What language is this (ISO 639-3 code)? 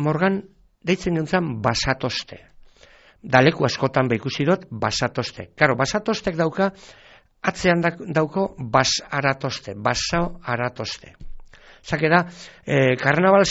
eus